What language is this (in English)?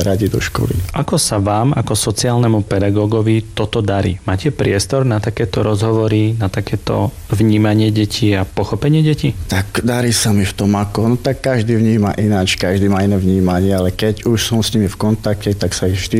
Slovak